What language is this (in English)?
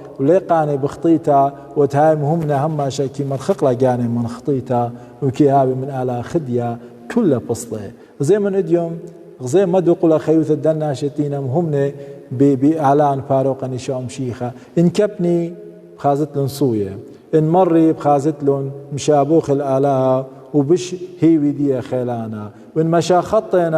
Assyrian Neo-Aramaic